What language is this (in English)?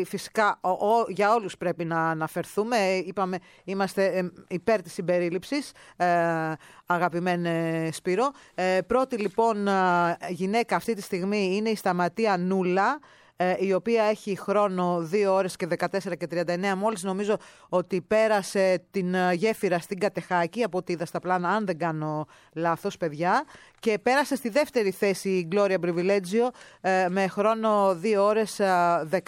Greek